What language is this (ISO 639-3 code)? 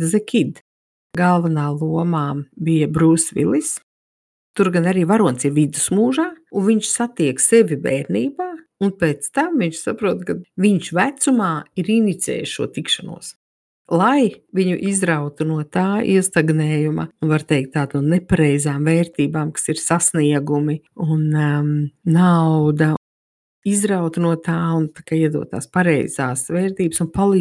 lav